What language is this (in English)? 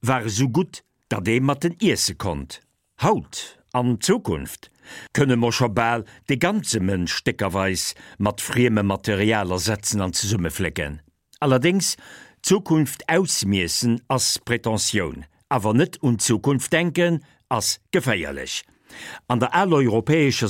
Luxembourgish